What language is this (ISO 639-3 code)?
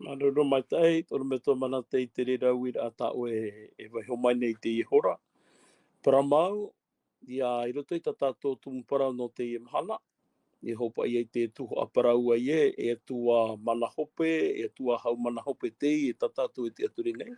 tah